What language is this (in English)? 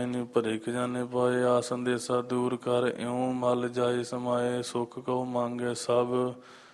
Punjabi